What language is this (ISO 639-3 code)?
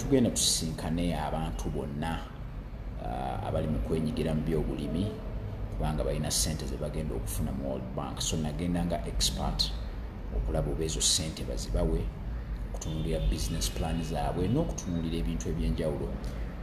lug